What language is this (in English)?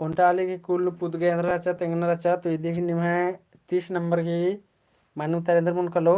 Kurukh